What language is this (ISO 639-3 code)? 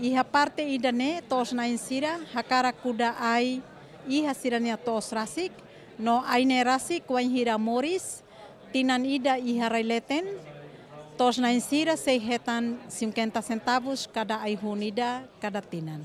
tet